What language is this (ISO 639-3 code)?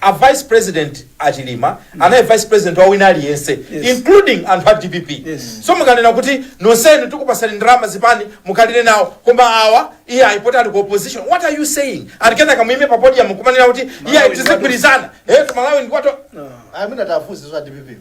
nya